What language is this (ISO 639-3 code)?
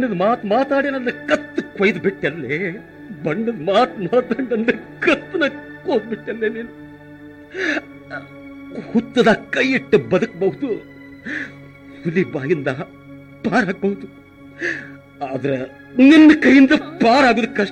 kan